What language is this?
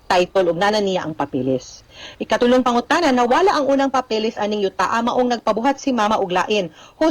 Cebuano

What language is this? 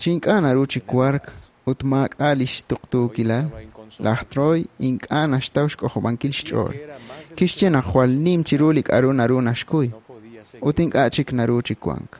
Kekchí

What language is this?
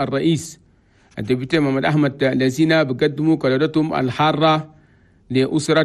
Chadian Arabic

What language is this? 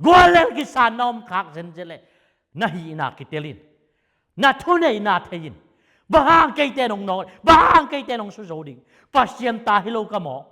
Tedim Chin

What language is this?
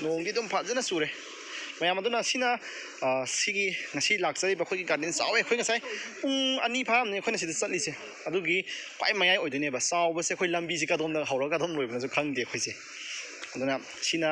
Manipuri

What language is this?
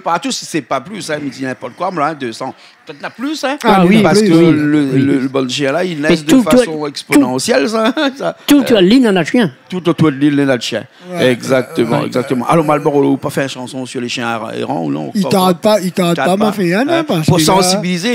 Réunion Creole French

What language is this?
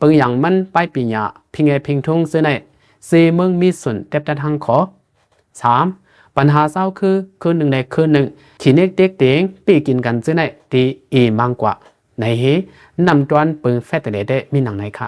Shan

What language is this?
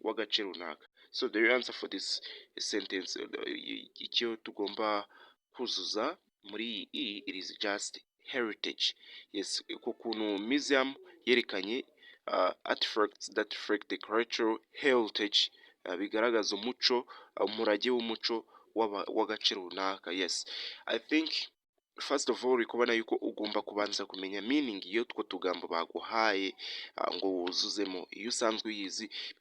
Kinyarwanda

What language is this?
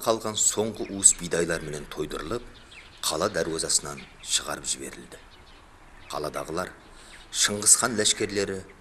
Kara-Kalpak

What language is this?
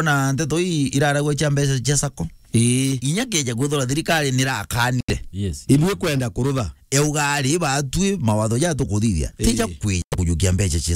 Meru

